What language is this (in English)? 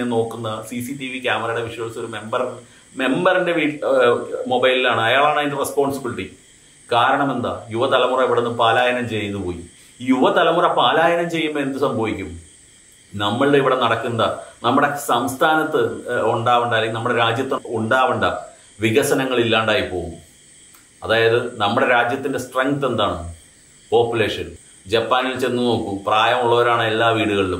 Malayalam